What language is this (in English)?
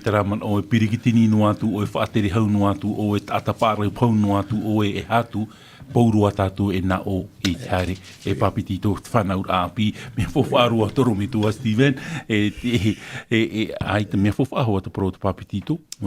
Tahitian